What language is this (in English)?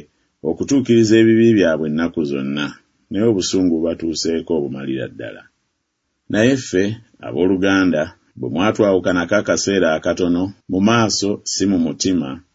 Ganda